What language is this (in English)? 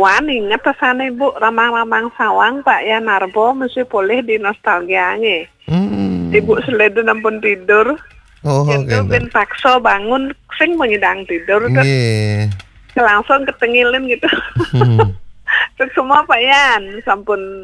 Balinese